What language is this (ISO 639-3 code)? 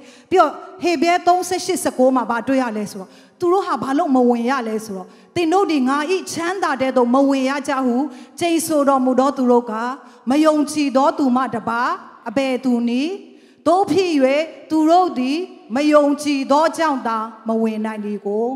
mya